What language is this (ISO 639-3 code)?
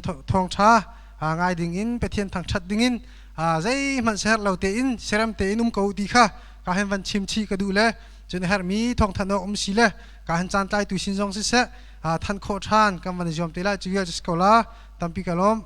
cnh